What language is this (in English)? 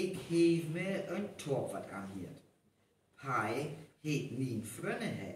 Northern Frisian